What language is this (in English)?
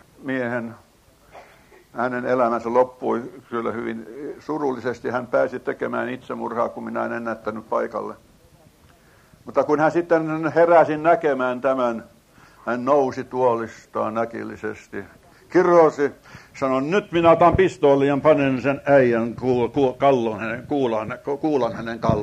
Finnish